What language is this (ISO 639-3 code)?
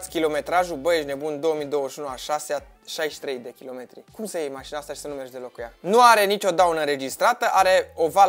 ron